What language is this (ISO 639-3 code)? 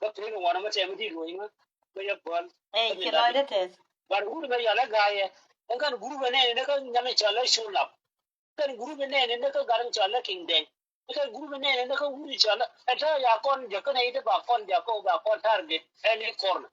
nus